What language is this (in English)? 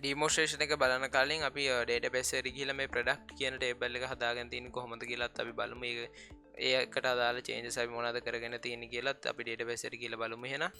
Sinhala